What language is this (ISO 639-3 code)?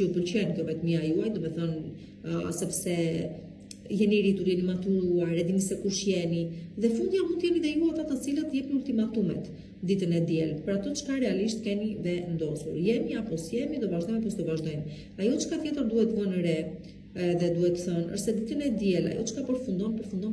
sqi